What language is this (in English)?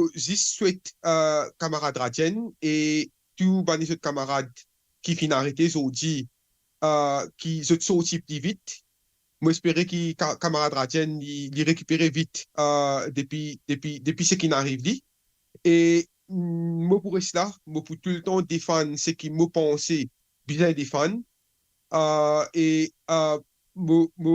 Morisyen